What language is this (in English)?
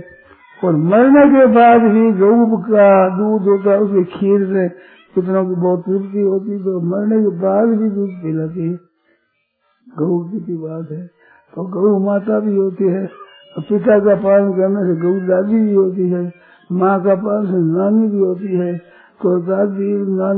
Hindi